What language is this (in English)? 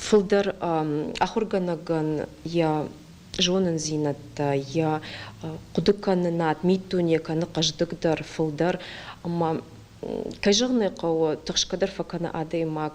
Ossetic